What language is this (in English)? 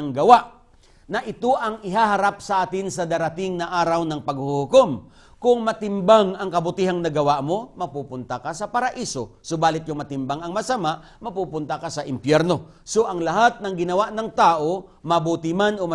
Filipino